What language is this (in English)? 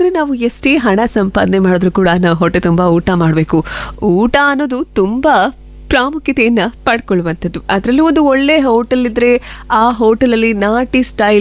Kannada